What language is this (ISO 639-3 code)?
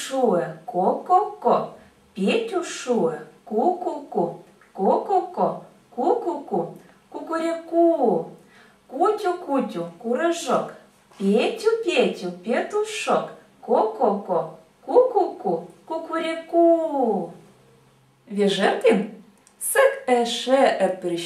koi